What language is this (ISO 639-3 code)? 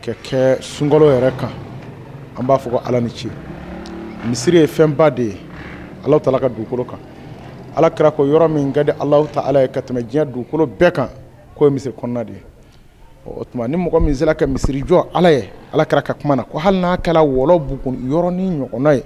bam